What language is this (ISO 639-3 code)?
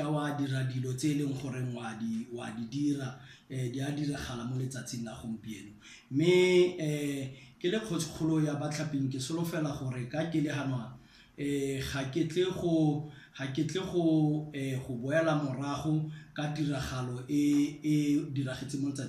tsn